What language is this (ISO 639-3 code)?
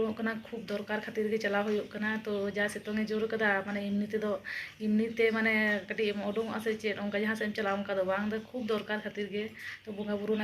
sat